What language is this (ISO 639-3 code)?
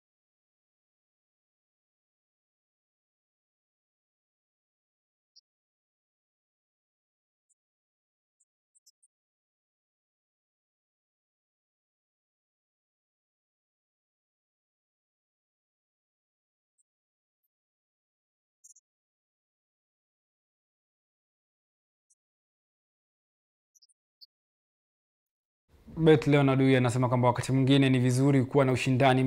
swa